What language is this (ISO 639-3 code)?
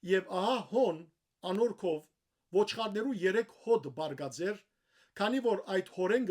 hyw